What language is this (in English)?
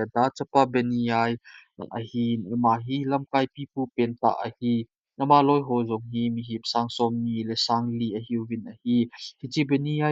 Thado Chin